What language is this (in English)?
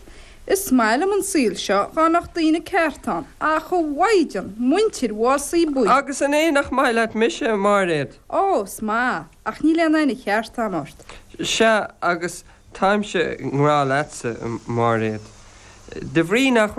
Irish